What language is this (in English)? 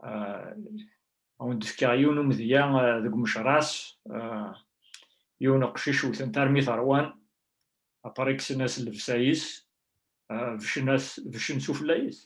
Kabyle